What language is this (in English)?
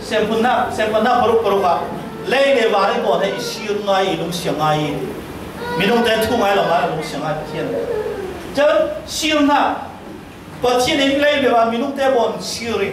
Falam Chin